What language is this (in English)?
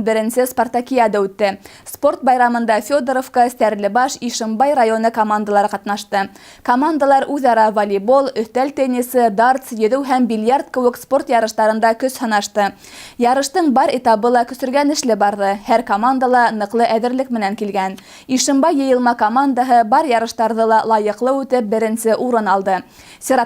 Bashkir